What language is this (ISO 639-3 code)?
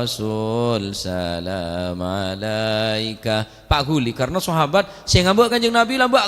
mad